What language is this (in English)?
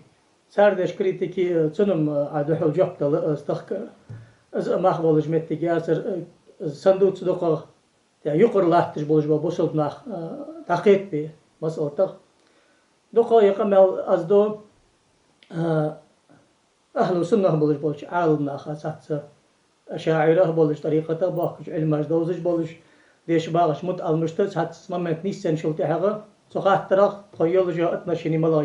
Ingush